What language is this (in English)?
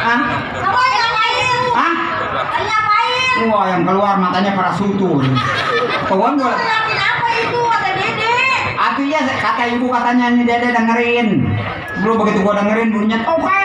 Betawi